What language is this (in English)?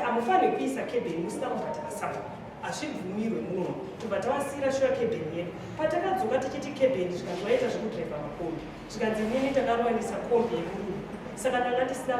Shona